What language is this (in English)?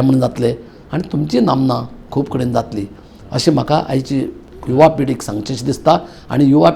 Konkani